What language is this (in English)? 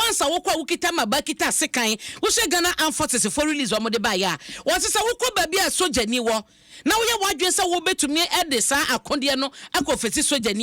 Akan